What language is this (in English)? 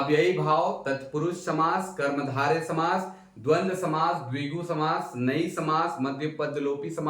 Sadri